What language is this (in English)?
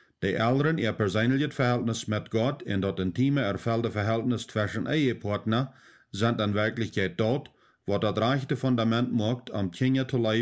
Plautdietsch